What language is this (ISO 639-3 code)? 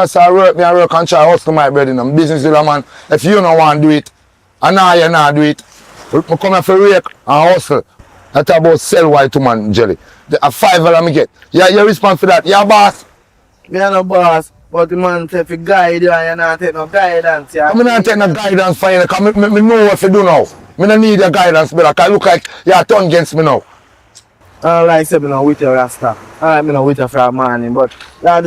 jam